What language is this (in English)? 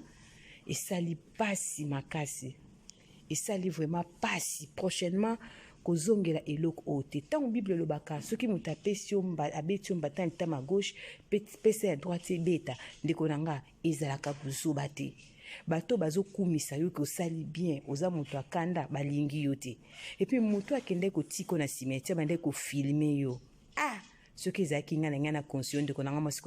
Lingala